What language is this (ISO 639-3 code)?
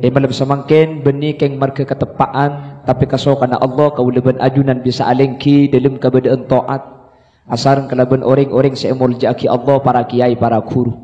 mad